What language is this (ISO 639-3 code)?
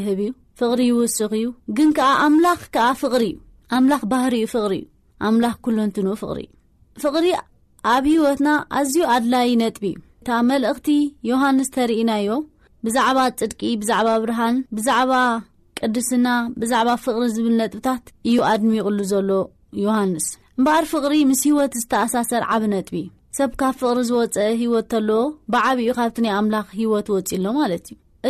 tir